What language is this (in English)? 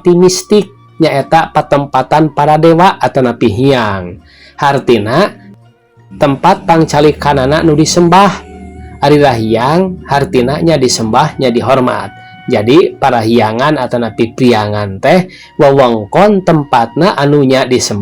Sundanese